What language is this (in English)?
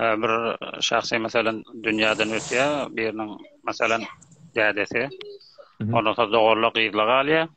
Turkmen